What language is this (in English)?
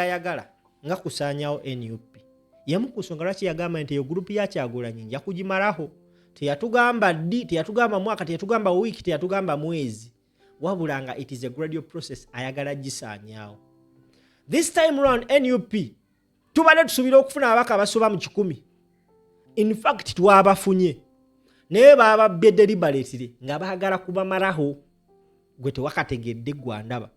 Ganda